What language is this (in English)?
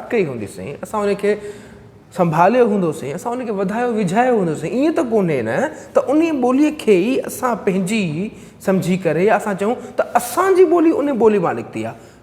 Sindhi